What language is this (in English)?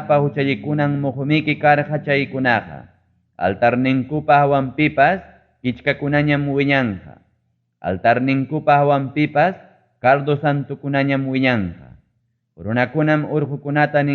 Ayacucho Quechua